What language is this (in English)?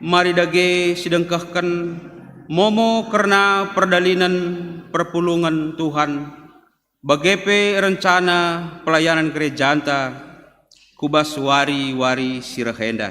Batak Karo